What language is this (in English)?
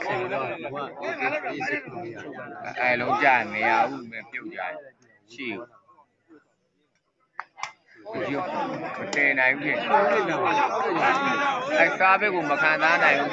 Burmese